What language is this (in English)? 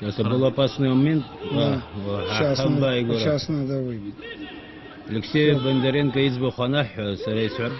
Abkhazian